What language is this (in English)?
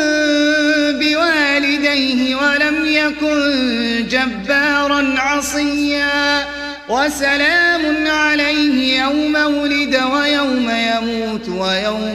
Arabic